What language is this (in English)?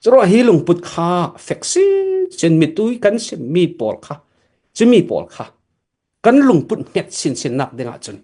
Falam Chin